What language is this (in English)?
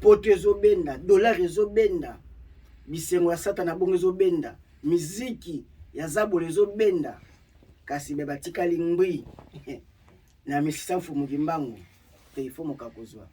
Lingala